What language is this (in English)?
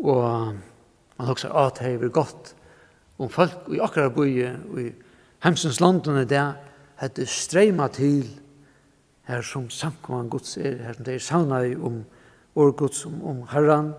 Faroese